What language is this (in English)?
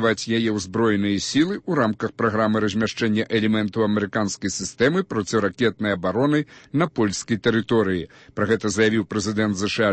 Belarusian